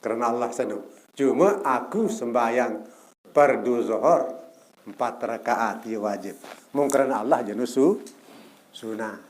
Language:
Sasak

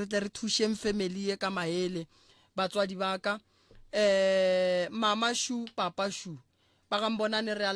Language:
Northern Sotho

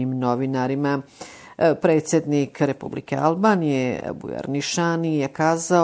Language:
Bosnian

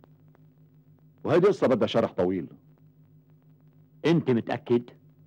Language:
North Levantine Arabic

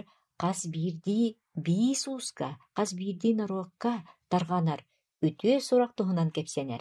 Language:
Yakut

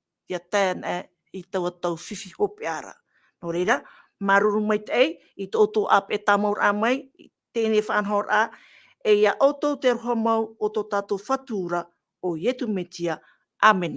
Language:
Tahitian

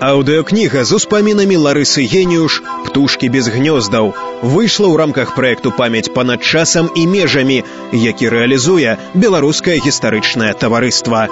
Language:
Belarusian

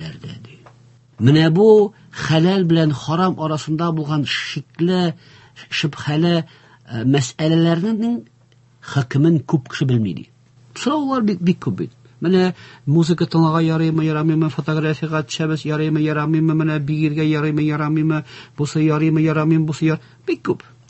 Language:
Tatar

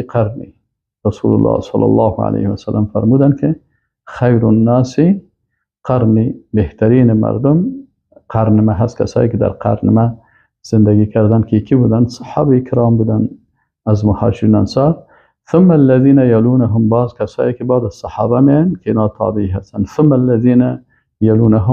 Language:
Persian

